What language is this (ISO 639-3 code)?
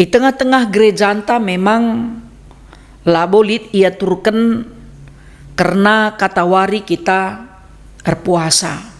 btx